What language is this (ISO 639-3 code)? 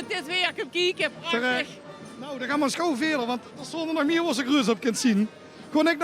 lim